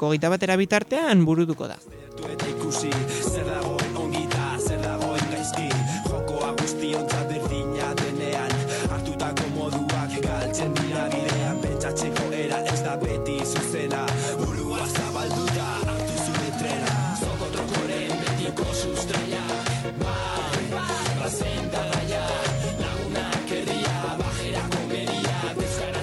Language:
Basque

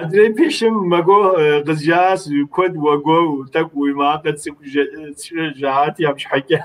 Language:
Kabardian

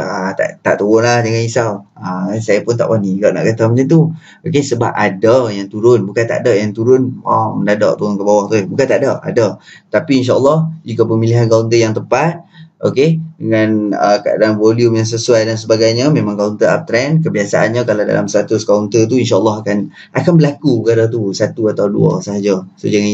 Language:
Malay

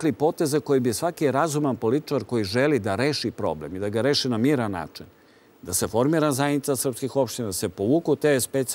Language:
Serbian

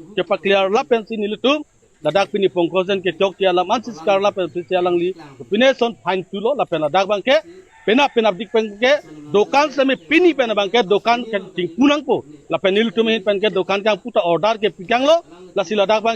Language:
Karbi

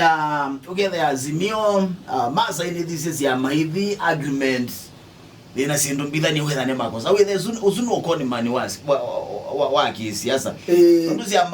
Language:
Kamba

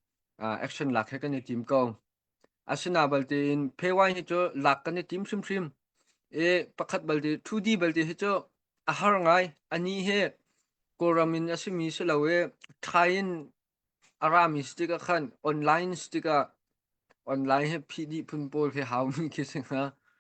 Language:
Hakha Chin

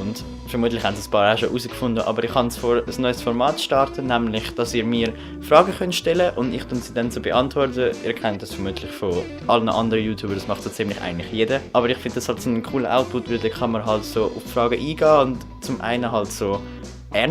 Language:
Swiss German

